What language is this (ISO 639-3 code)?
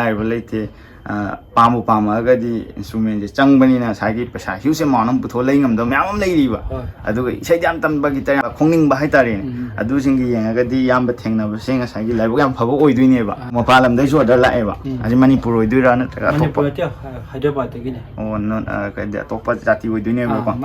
mni